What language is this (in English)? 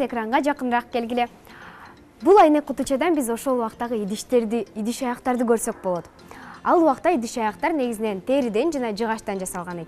Kyrgyz